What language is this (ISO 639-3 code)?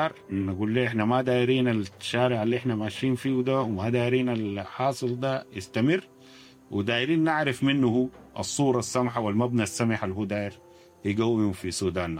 apd